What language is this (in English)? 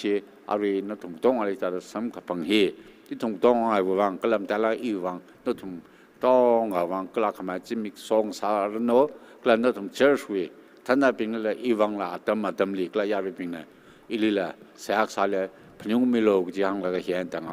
Tangkhul Naga (India)